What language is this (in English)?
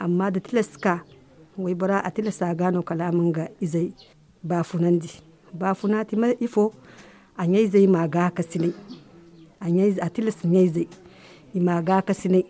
Zarma